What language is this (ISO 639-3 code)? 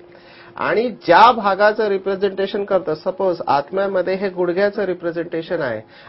mar